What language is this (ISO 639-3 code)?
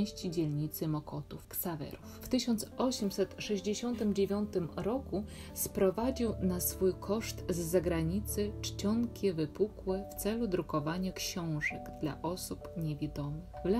pol